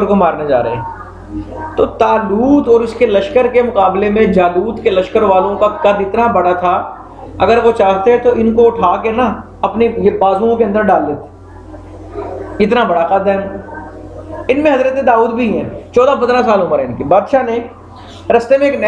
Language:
Urdu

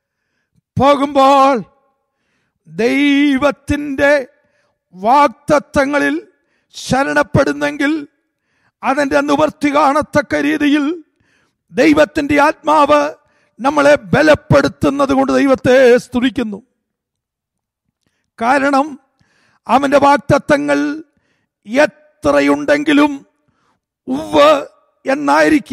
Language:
Malayalam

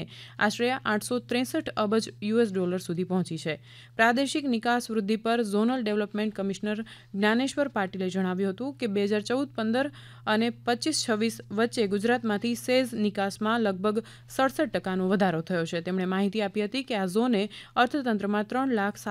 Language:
Gujarati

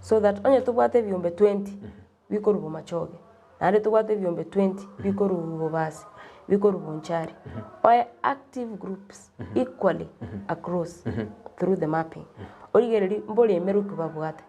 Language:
Gusii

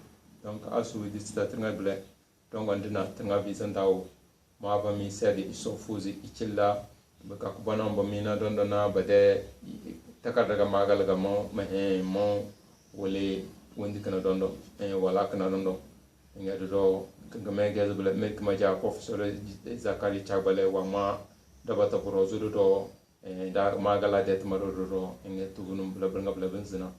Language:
Tem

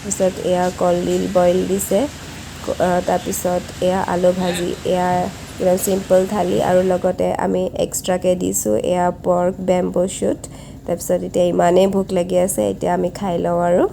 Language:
Assamese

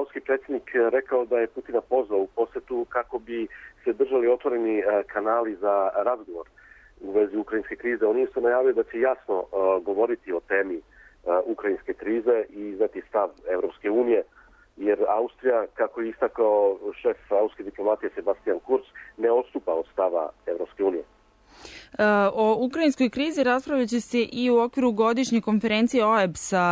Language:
Serbian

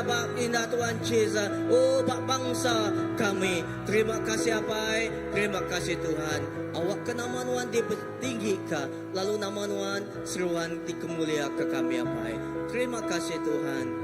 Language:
Iban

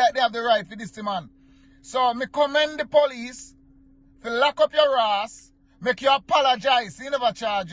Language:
Jamaican Creole English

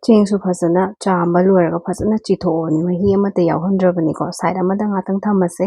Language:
Manipuri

